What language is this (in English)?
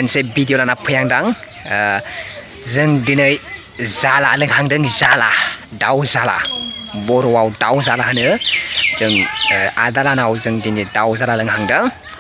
Bodo